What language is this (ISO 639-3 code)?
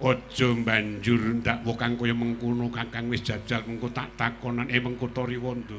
jav